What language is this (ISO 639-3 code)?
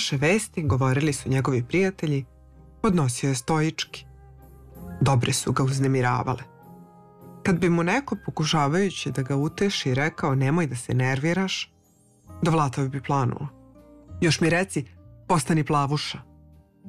srp